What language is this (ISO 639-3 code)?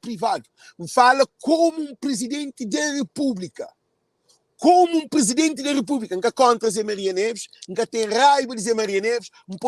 kea